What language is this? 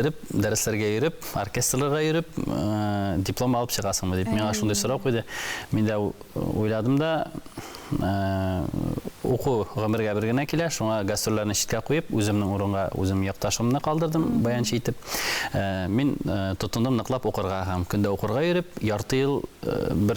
Tatar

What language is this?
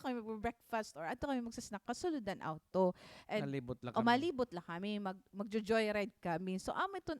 Waray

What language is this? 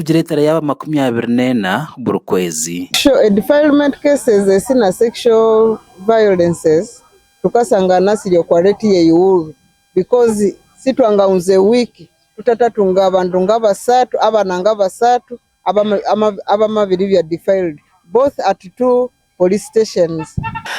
Nyankole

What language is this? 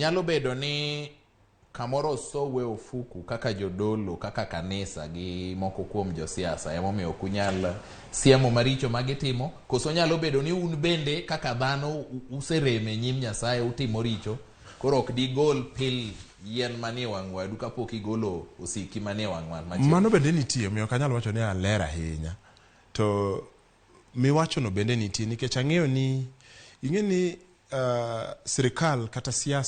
Luo (Kenya and Tanzania)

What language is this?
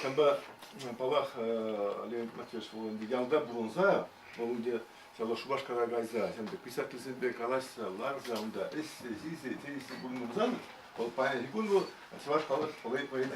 Chuvash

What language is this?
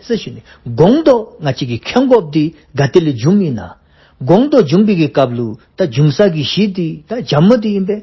Dzongkha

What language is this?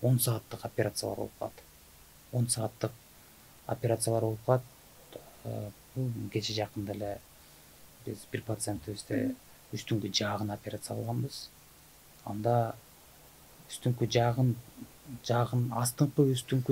Kyrgyz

